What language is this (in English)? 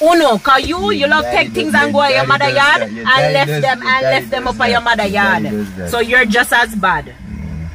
Jamaican Creole English